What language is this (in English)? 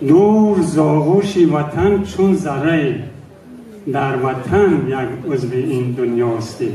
Tajik